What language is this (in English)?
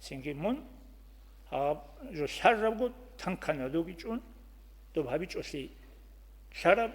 Avaric